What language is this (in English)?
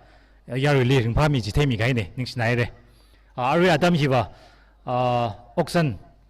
Tangkhul Naga (India)